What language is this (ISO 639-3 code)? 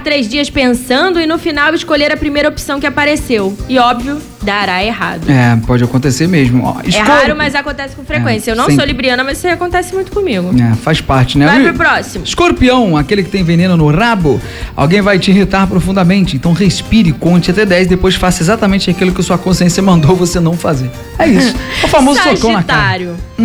por